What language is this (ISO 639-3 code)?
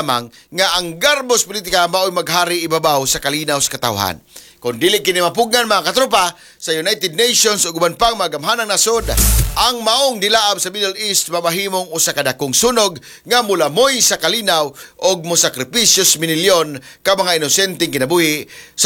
ceb